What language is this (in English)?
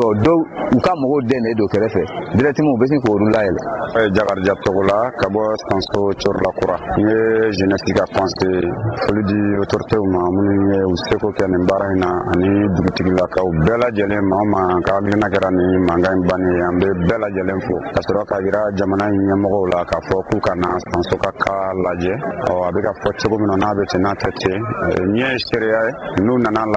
Bambara